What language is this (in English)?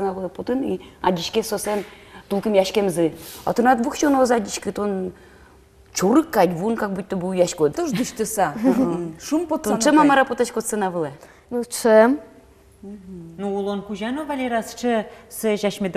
Udmurt